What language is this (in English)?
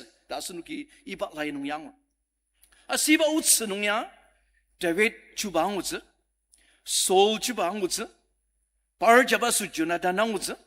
Ao Naga